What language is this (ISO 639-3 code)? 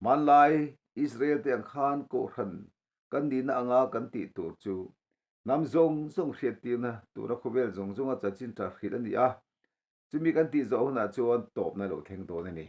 lus